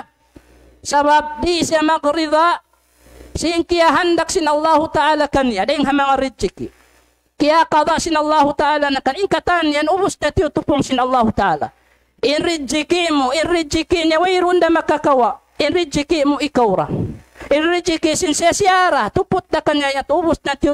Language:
Tausug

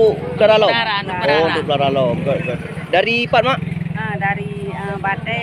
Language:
Achinese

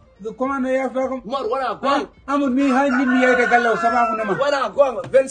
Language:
Fula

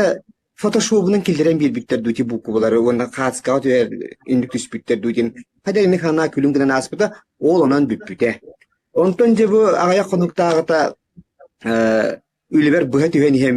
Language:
Yakut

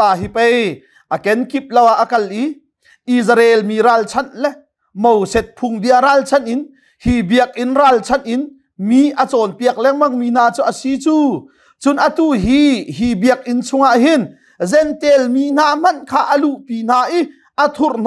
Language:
Hakha Chin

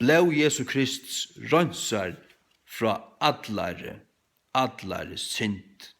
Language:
Faroese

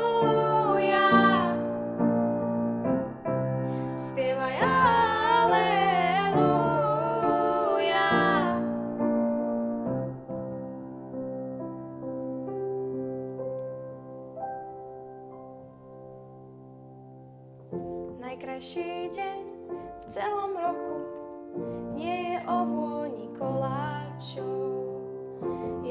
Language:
Slovak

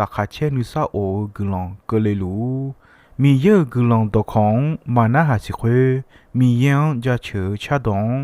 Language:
Akha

